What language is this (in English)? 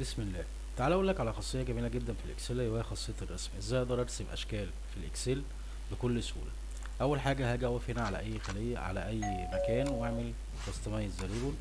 Egyptian Arabic